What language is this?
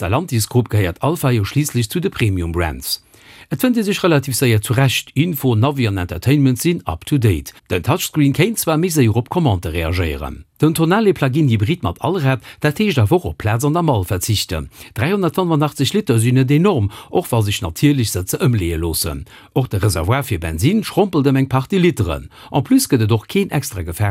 Luxembourgish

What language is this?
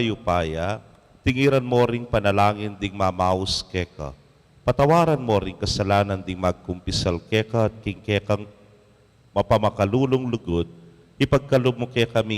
Pampanga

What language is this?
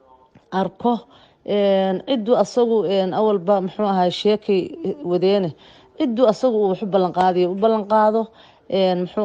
Somali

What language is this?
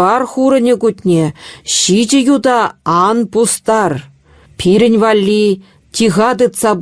Chuvash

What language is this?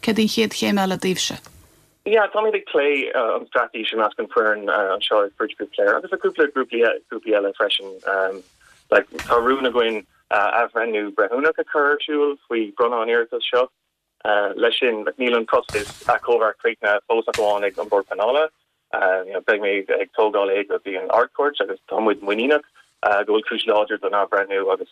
Irish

